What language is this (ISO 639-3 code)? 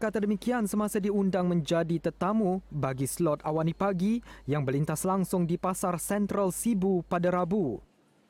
msa